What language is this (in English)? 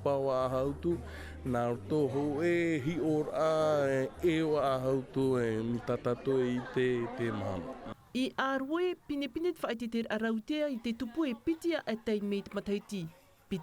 Tahitian